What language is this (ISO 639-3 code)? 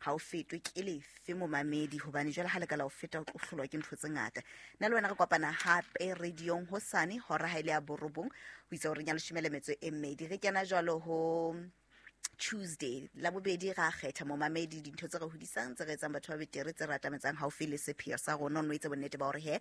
sot